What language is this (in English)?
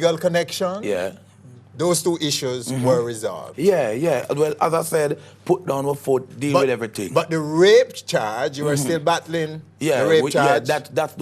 Jamaican Creole English